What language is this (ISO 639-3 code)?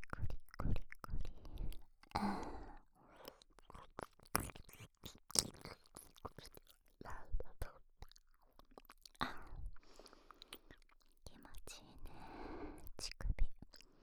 jpn